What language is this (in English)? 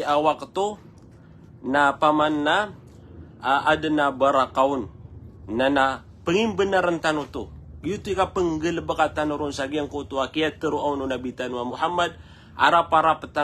Maranao